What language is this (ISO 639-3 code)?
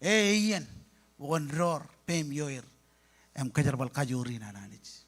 mah